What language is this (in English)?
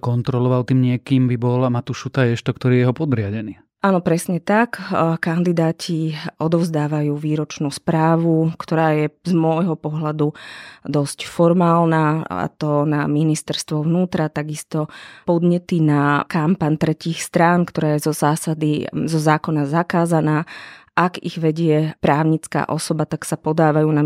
Slovak